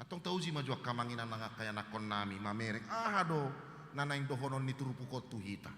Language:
Batak Toba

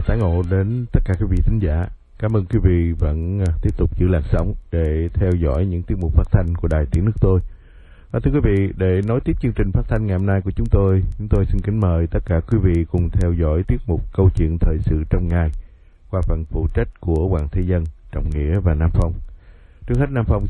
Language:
Vietnamese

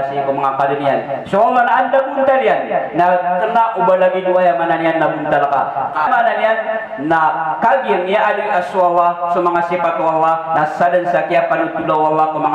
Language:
Maranao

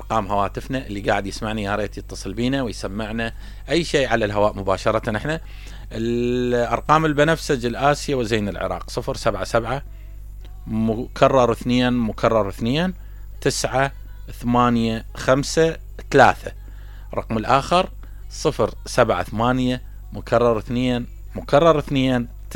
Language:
Mesopotamian Arabic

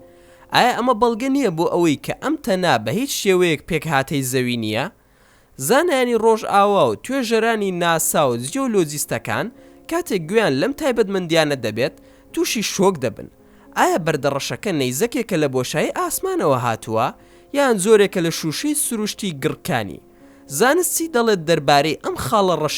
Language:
Central Kurdish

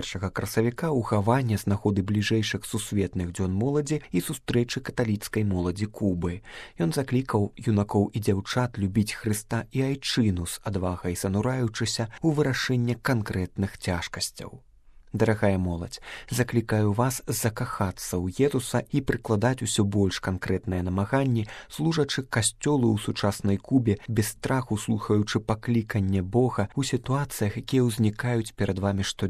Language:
Belarusian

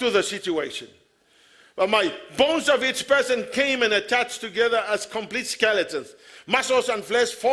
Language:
Samoan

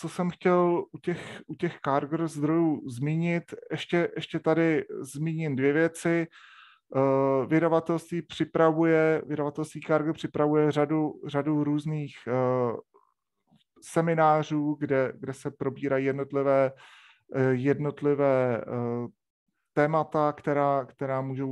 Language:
Czech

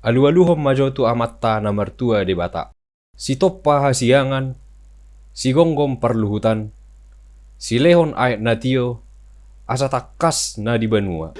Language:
Batak Toba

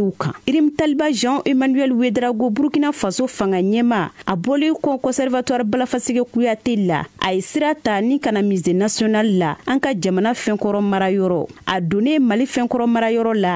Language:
Bambara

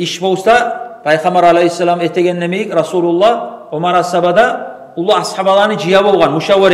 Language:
Kumyk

